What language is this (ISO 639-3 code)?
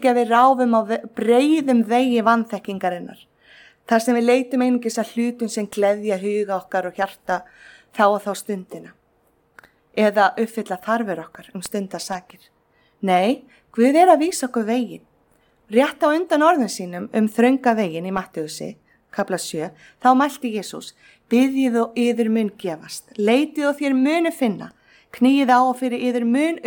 isl